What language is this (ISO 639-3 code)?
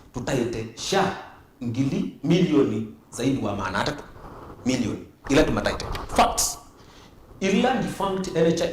kam